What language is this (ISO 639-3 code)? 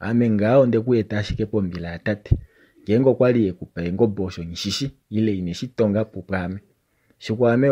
kua